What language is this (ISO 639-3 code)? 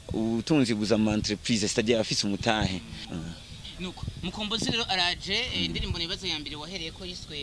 run